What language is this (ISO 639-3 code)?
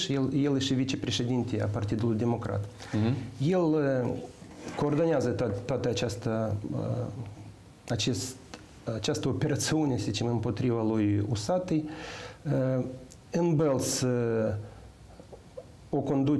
ron